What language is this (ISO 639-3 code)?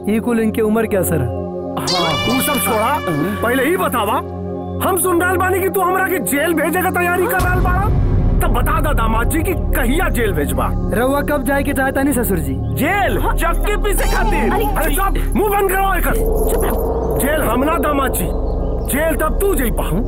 bho